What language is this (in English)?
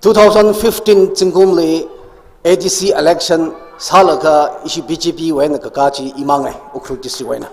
Tangkhul Naga (India)